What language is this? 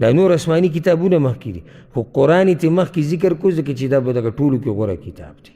Pashto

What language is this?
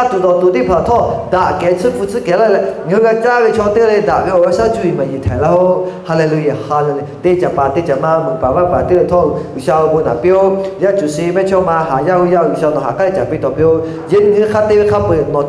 Lahu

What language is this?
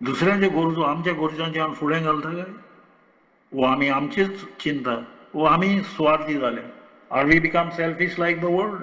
Konkani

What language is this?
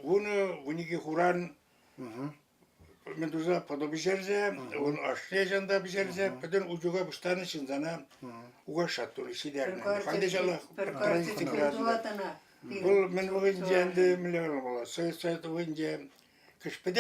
Chuvash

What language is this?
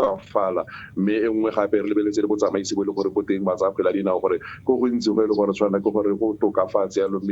Tswana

